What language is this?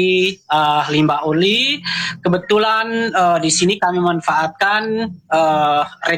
Indonesian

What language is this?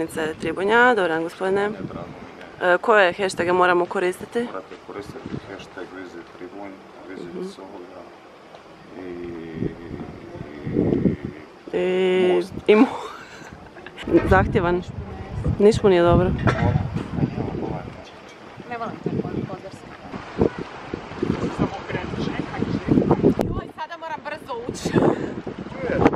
Croatian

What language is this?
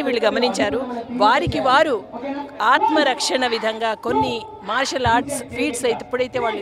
Telugu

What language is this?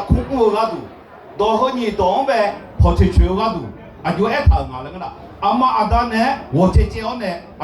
Akha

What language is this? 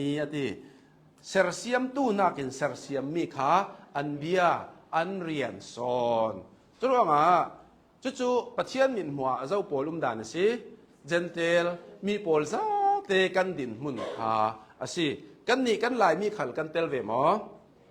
Hakha Chin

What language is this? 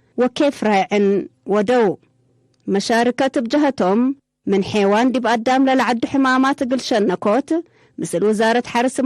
Tigre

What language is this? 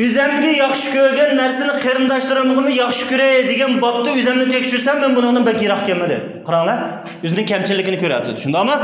Uyghur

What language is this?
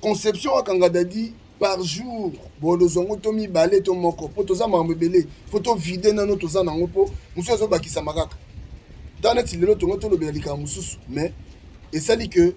Lingala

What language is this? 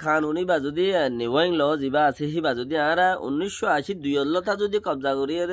Rohingya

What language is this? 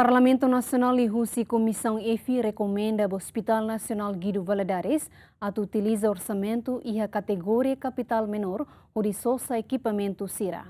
Tetum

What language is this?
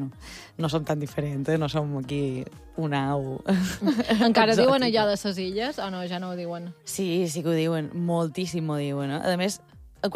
Catalan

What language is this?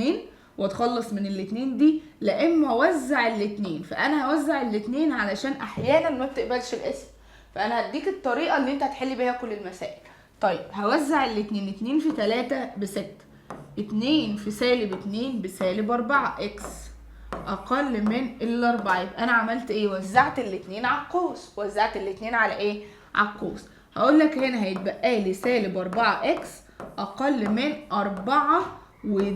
Egyptian Arabic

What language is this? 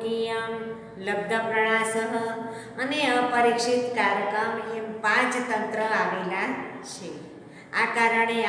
Gujarati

